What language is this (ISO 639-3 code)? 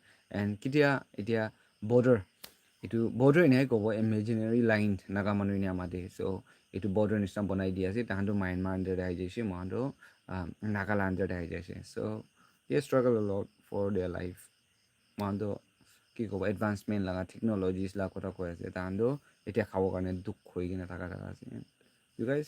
nag